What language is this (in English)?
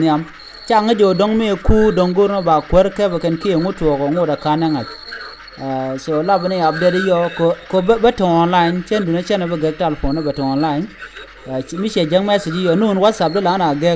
Nuer